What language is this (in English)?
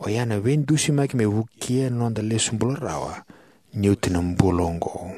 Fijian